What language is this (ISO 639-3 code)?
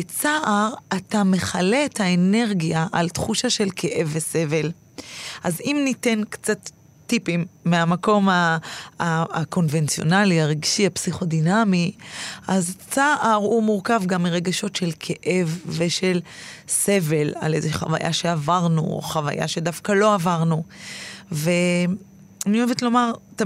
heb